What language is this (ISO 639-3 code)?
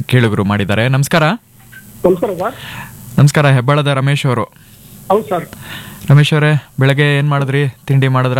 kan